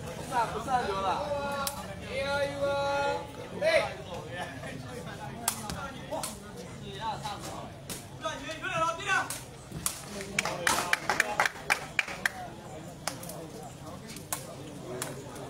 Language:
Burmese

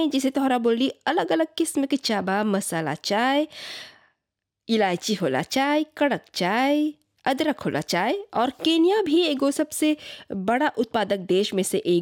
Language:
Bhojpuri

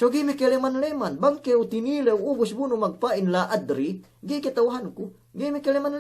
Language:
Yakan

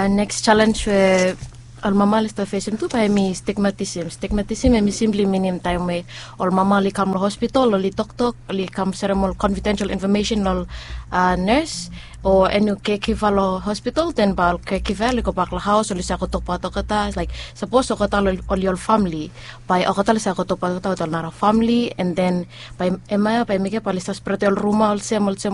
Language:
Bislama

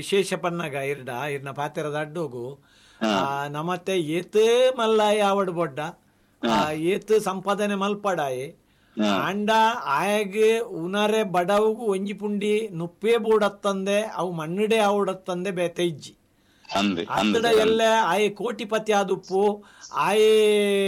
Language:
Tulu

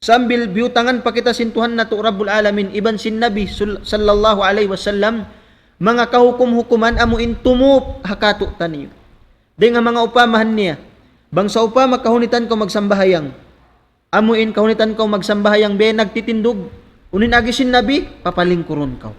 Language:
Tausug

